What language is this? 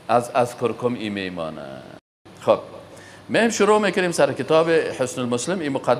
Persian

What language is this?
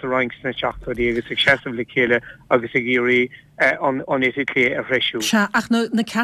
Irish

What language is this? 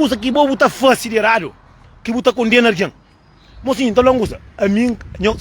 Kabuverdianu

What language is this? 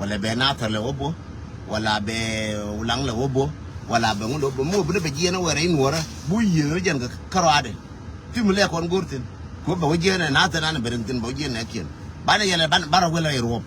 Nuer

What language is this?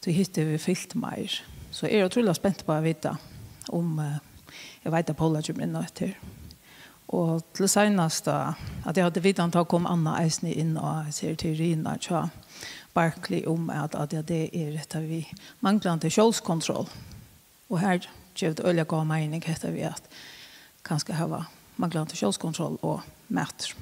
Faroese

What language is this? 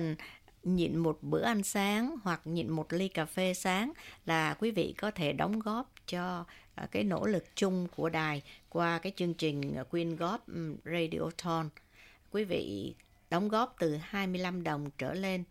Vietnamese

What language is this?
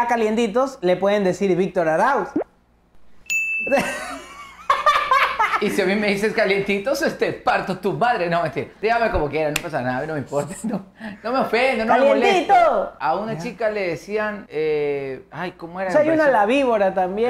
Spanish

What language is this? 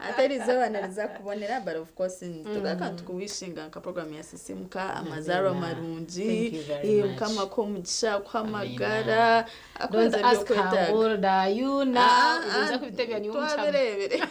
Nyankole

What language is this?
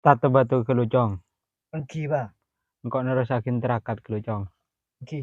Madurese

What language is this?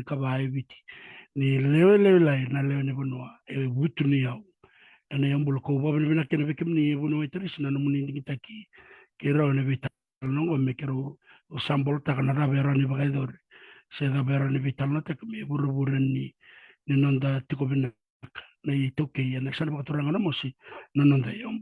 Fijian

